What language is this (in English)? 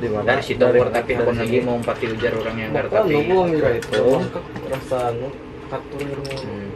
Banjar